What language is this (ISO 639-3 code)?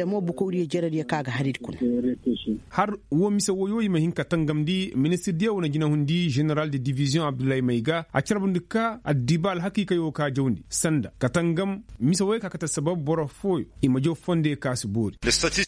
ses